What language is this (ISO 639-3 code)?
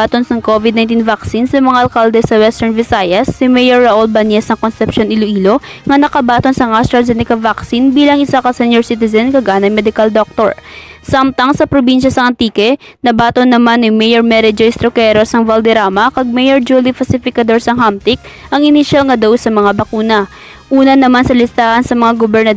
hil